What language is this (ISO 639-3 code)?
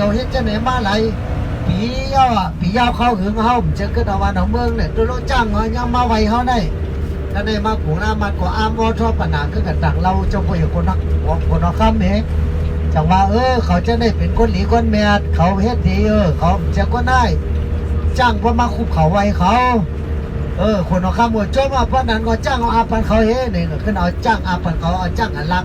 shn